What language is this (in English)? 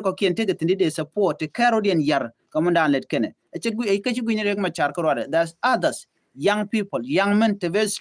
Nuer